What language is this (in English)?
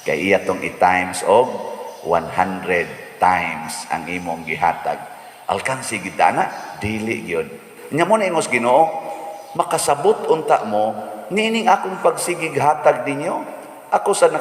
Cebuano